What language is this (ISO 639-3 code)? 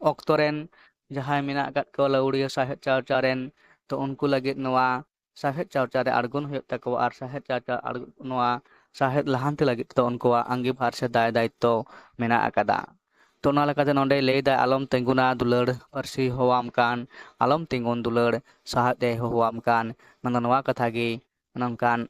sat